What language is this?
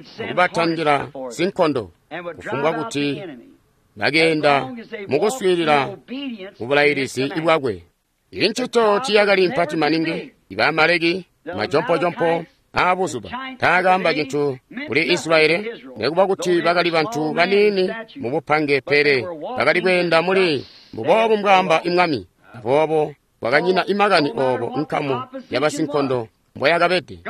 Tonga (Zambia)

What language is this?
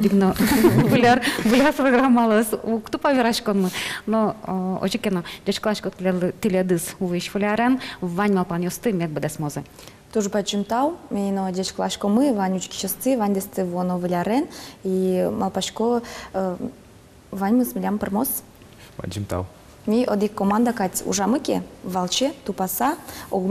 Udmurt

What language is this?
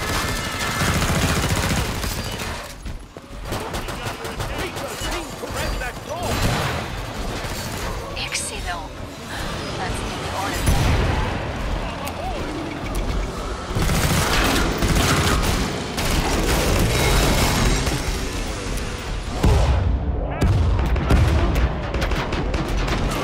Polish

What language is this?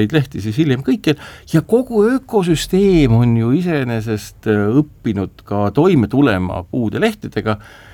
Estonian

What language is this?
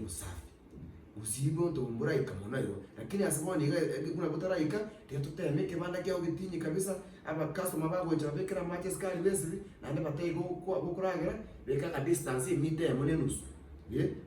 Gusii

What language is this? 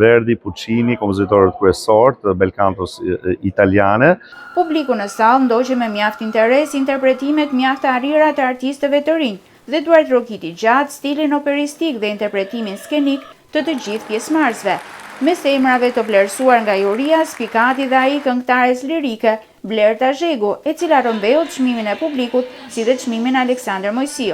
Albanian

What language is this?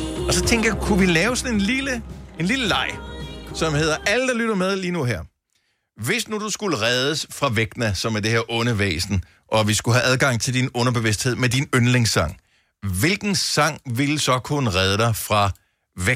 Danish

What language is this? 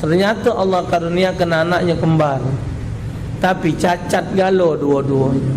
Musi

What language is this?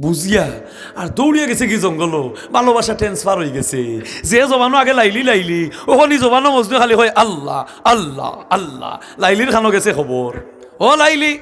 Sylheti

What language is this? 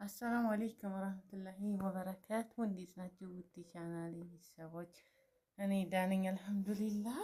Amharic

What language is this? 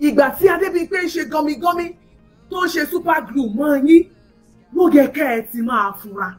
Yoruba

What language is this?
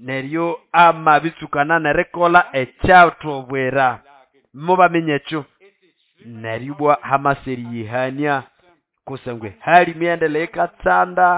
Nande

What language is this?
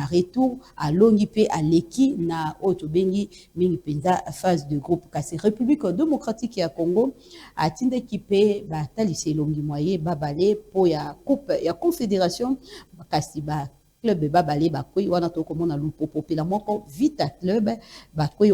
Lingala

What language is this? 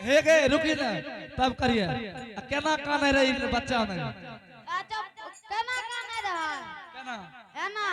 Angika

